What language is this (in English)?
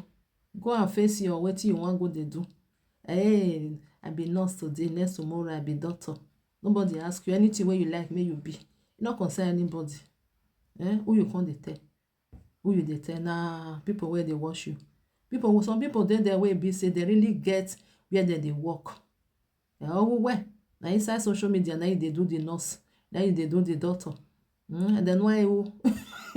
Nigerian Pidgin